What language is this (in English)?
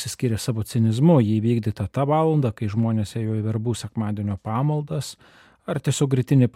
Lithuanian